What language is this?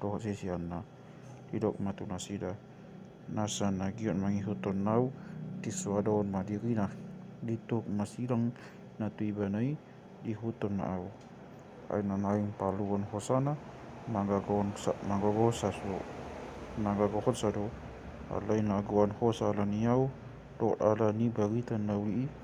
Batak Toba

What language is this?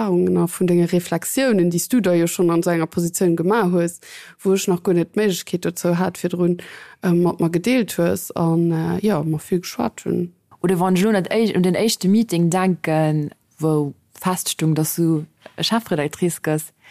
Luxembourgish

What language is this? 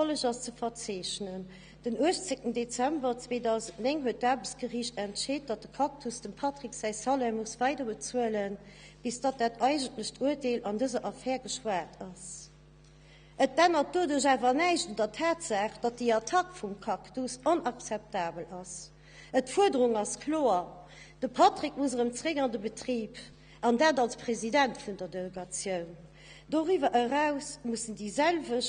Luxembourgish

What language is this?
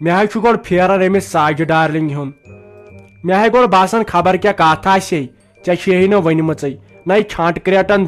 Kashmiri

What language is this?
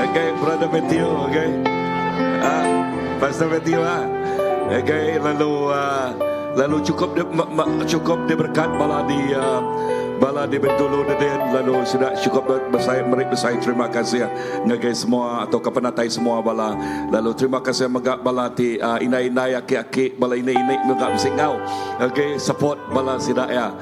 Iban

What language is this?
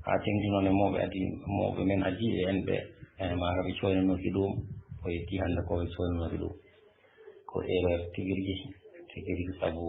Fula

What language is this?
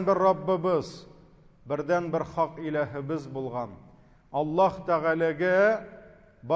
Tatar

